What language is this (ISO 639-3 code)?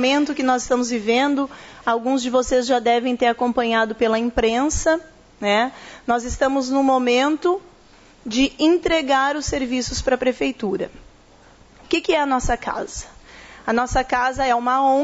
por